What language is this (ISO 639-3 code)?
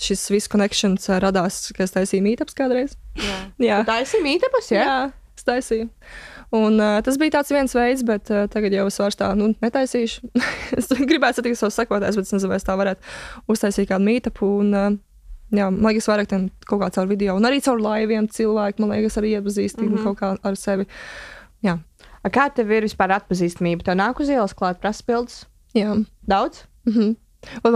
lav